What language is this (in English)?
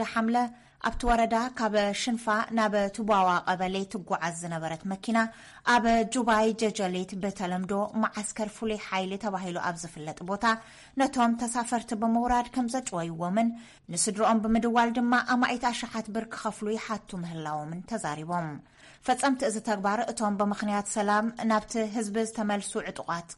Tigrinya